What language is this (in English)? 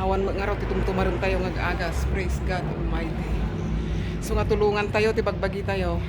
Iloko